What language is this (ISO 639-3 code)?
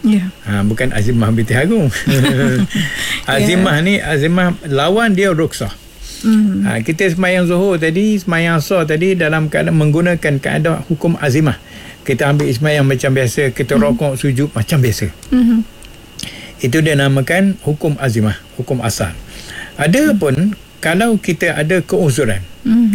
msa